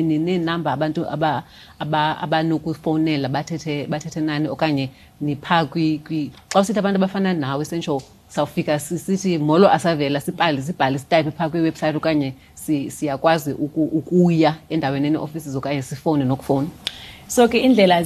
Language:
Xhosa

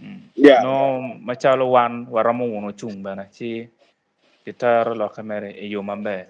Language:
Acoli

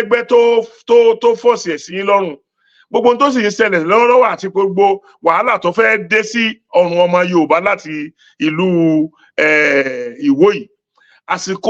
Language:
Yoruba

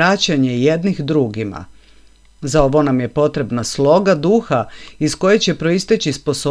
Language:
Croatian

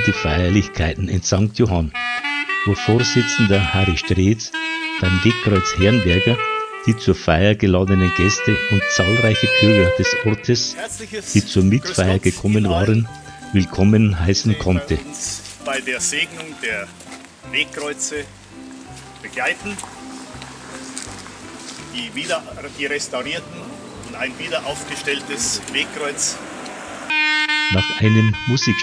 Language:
German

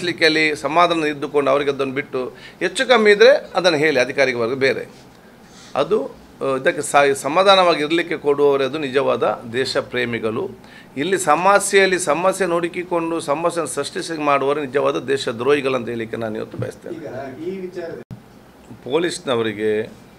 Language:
Kannada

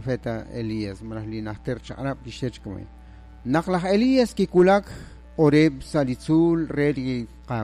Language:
Kekchí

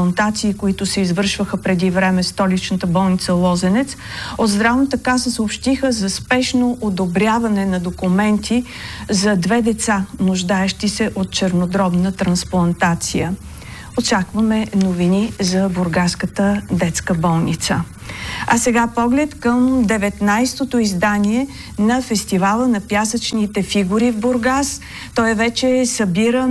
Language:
Bulgarian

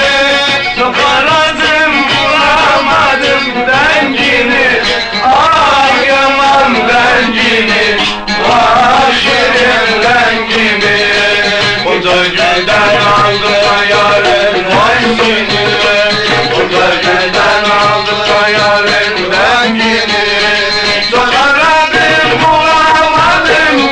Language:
Turkish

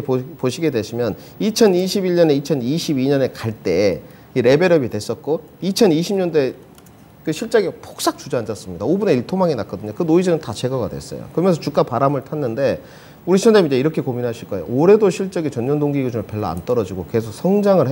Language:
Korean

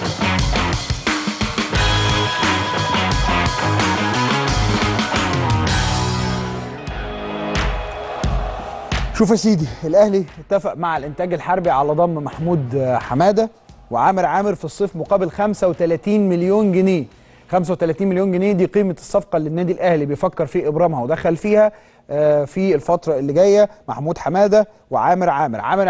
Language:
Egyptian Arabic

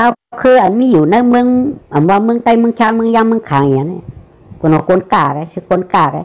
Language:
Shan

